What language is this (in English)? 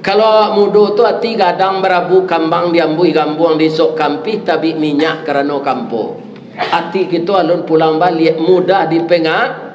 Minangkabau